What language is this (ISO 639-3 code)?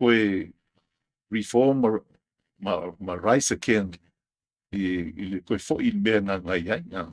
smo